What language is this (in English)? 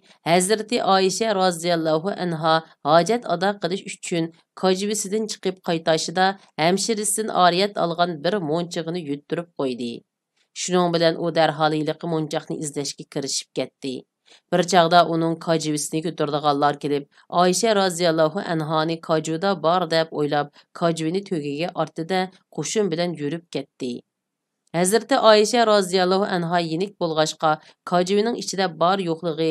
Uyghur